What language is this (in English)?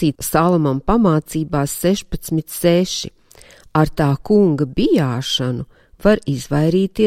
Latvian